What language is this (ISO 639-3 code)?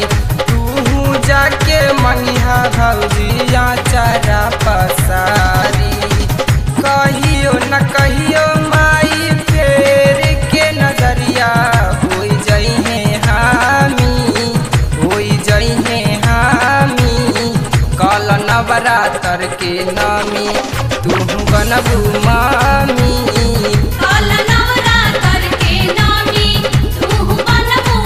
bho